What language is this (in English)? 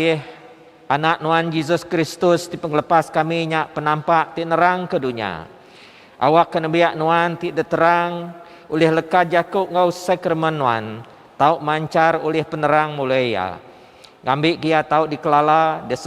Iban